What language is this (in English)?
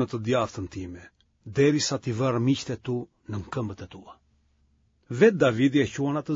Albanian